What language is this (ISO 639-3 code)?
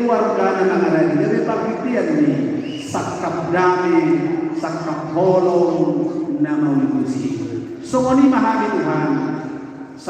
bbc